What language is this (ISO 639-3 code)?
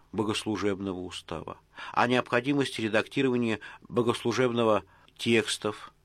rus